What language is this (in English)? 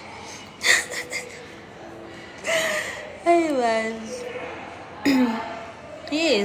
Zulu